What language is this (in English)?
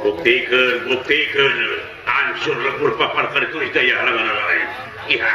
Sundanese